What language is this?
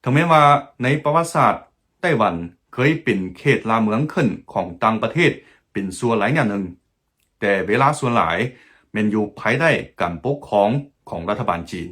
Lao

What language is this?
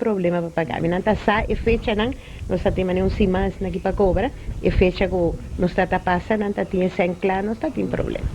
Papiamento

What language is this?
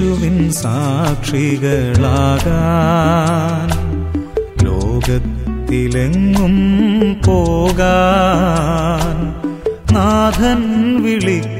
Malayalam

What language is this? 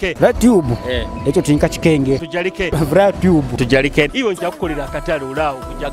Nyoro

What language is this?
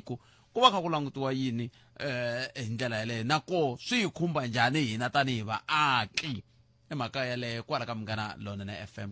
Tsonga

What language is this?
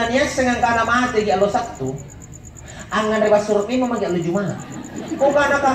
Makasar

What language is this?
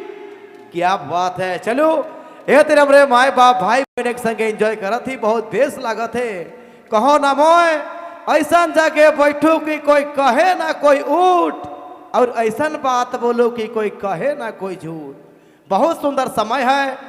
Sadri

